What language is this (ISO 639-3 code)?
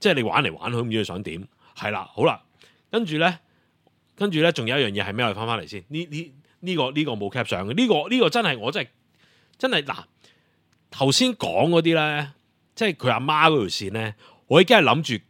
yue